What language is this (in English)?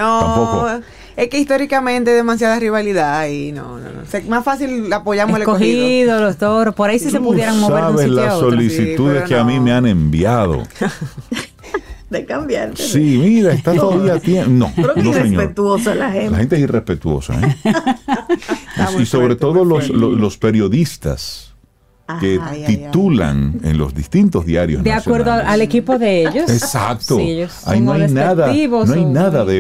Spanish